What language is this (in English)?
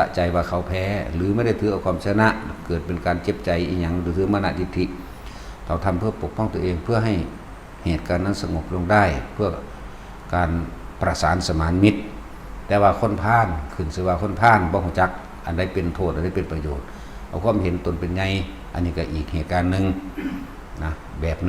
Northeastern Thai